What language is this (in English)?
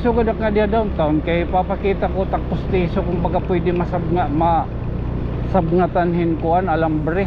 Waray